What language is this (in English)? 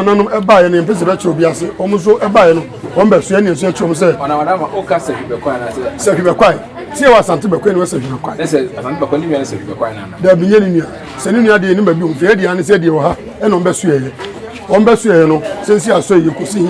Akan